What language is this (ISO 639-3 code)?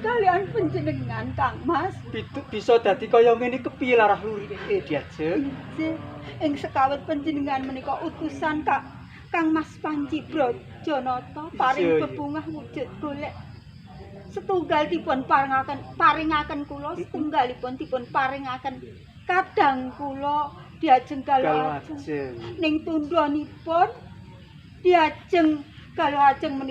jav